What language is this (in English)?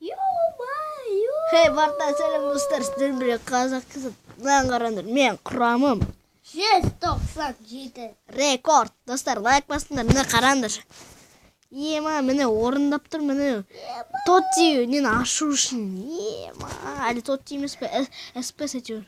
Kazakh